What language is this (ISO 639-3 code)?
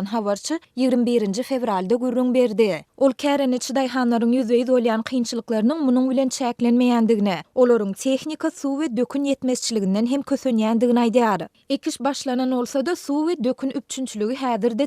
tuk